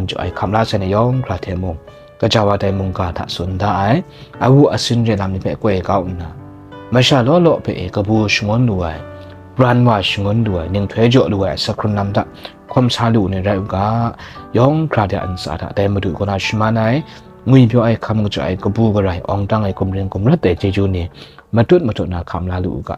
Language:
Kachin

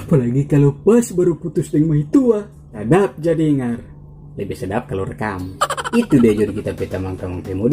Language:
Manado Malay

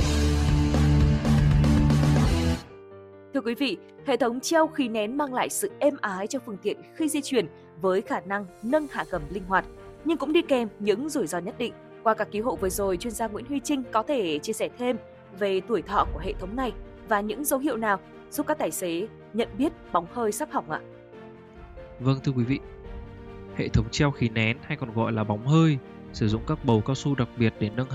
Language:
Vietnamese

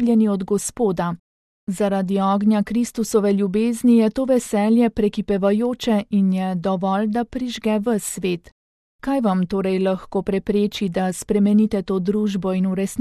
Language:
Slovenian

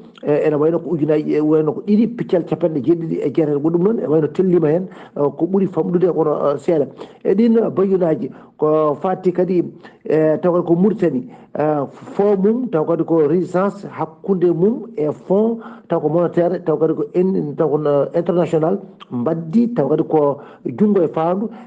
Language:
Fula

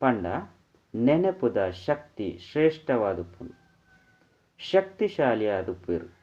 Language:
Tulu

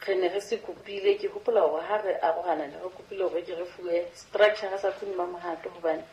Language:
Southern Sotho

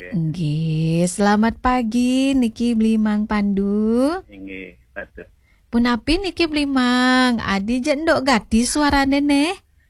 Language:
Balinese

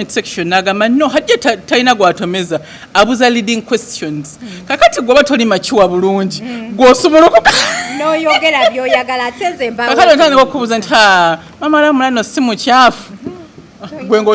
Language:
Ganda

